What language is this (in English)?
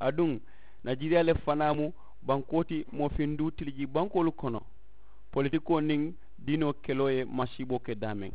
Mandingo